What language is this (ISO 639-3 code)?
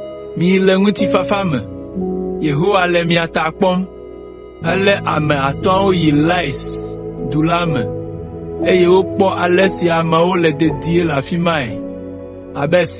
ewe